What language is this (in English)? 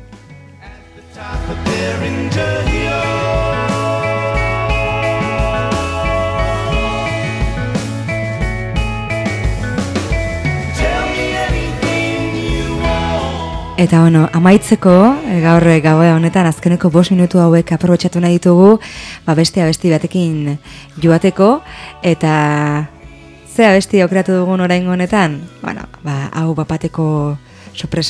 Basque